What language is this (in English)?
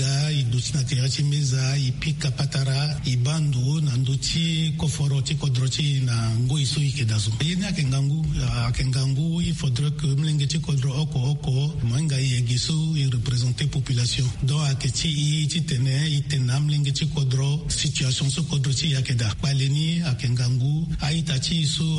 Sango